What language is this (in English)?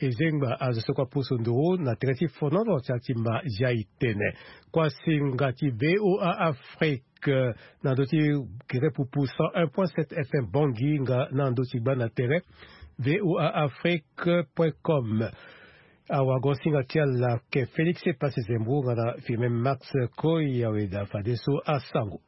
Sango